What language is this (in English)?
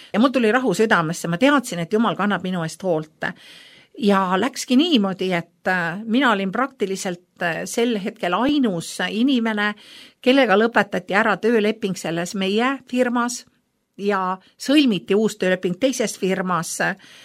Estonian